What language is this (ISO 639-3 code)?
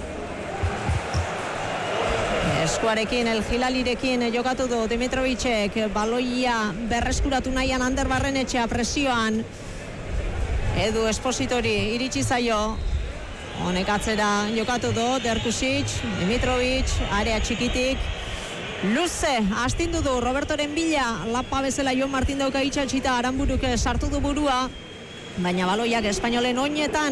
eus